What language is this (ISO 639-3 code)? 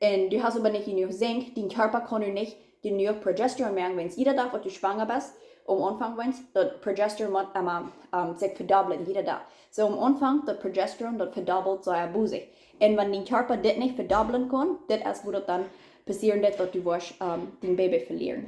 pdt